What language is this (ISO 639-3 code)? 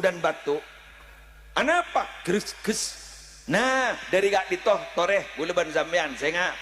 mad